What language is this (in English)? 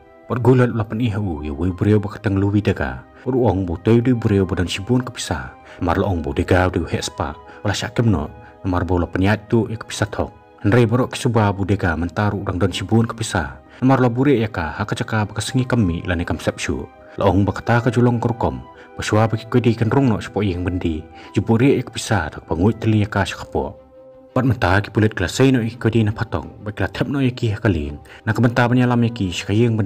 Khasi